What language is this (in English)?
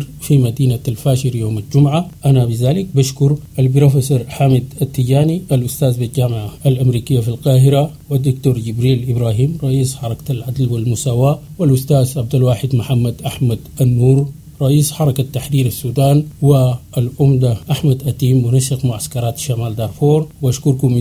Sudanese Arabic